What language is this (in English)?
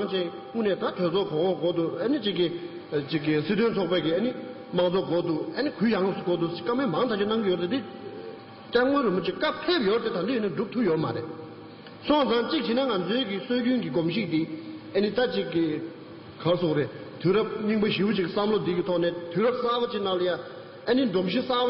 Tibetan